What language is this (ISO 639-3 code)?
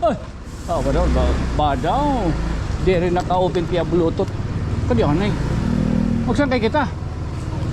war